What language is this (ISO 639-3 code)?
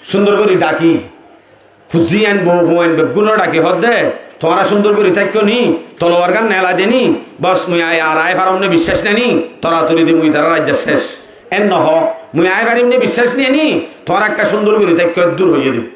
rhg